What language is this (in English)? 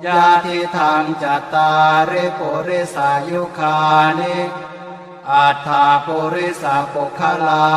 Pali